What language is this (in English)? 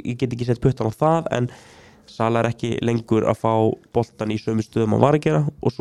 Icelandic